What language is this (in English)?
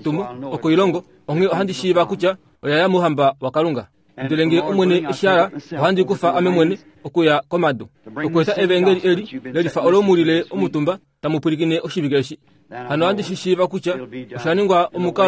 Kuanyama